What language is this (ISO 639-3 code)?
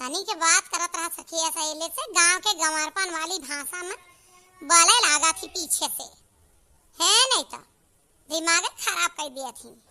awa